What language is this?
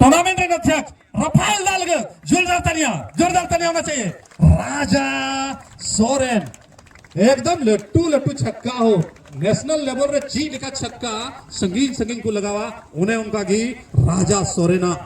Santali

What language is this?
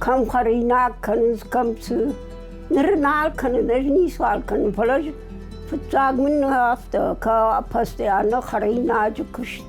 Ossetic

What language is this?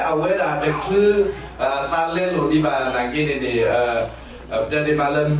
S'gaw Karen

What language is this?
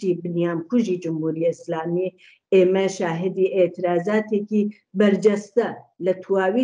Central Kurdish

